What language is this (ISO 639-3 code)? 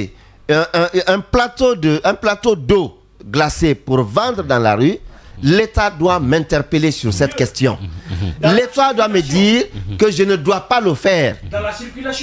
fra